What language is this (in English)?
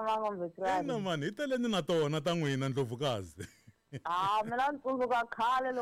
Tsonga